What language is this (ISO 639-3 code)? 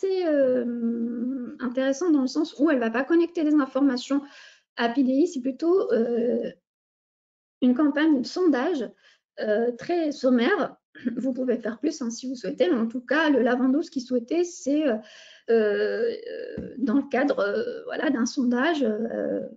fra